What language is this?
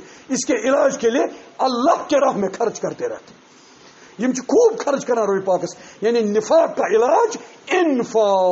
Kashmiri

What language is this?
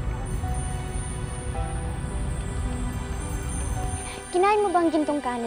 Filipino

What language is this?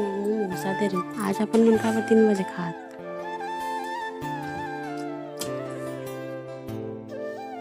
Chhattisgarhi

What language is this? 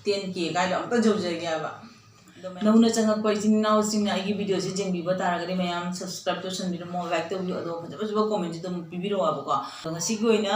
Manipuri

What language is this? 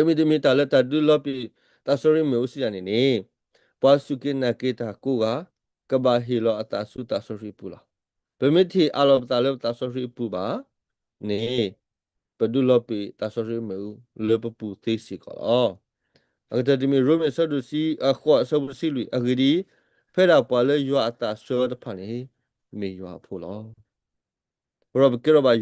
S'gaw Karen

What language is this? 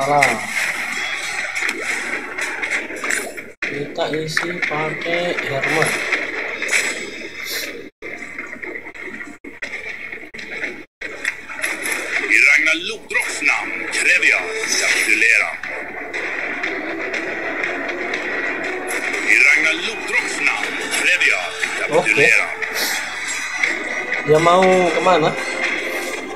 Indonesian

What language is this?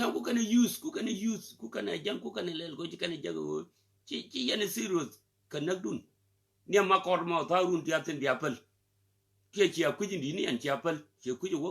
Nuer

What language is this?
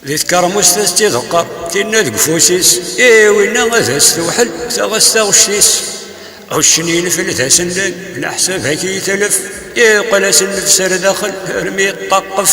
Kabyle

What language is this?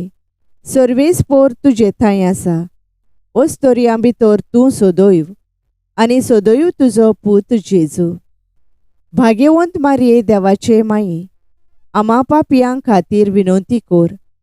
Konkani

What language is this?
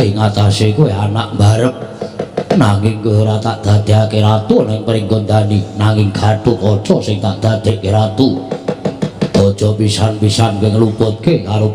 Javanese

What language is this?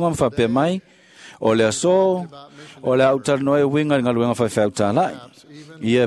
Samoan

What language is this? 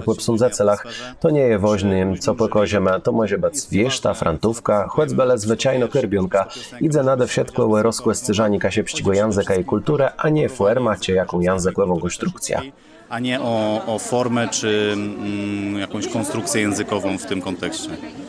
Kashubian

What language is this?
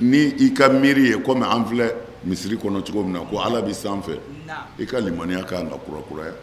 Bambara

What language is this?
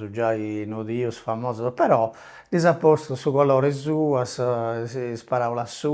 Sardinian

